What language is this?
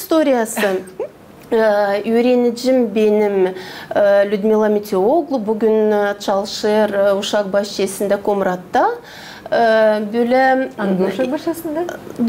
Gagauz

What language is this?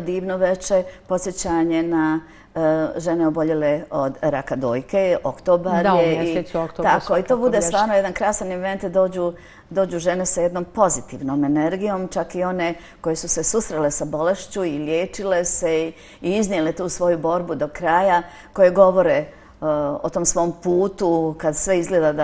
Bosnian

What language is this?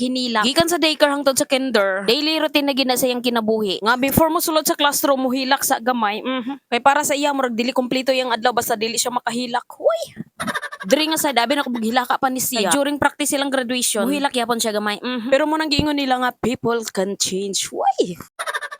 Cebuano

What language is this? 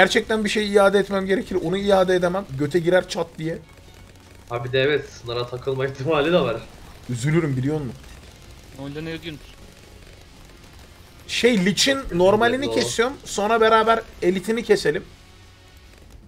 Turkish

